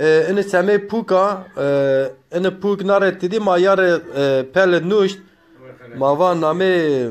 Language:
Zaza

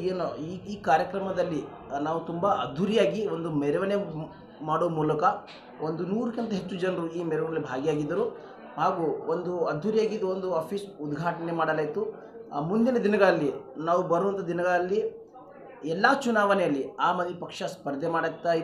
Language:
Kannada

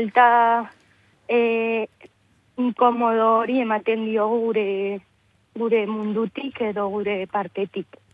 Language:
Basque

